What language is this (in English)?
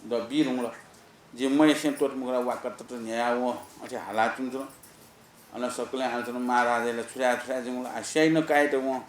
Newari